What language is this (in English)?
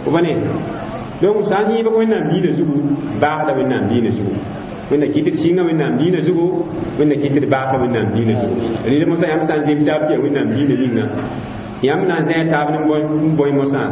Mossi